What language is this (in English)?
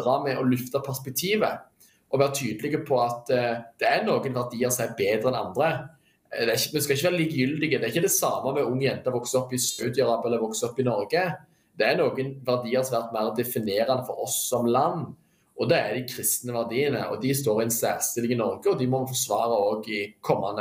Norwegian